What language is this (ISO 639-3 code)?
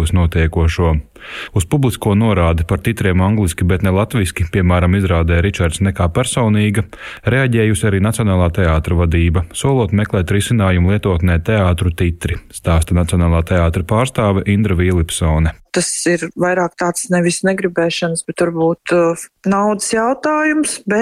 lav